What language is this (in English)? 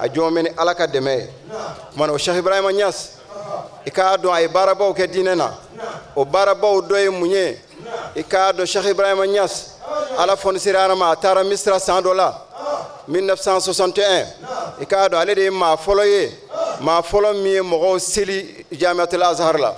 Bambara